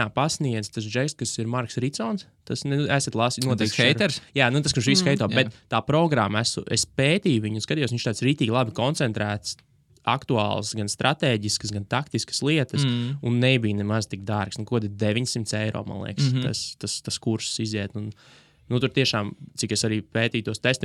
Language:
Latvian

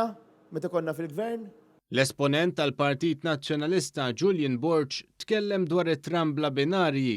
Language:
Maltese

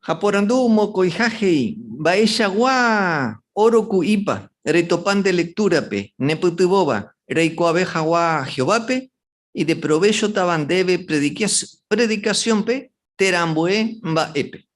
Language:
Guarani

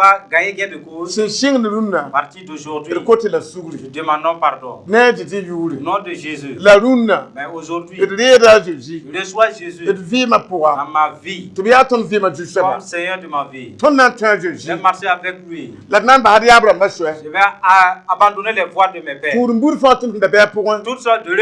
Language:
Mossi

